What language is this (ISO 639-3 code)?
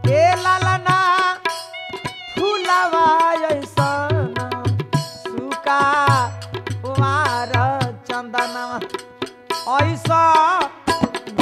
bho